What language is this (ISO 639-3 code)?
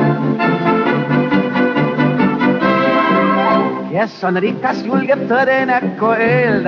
est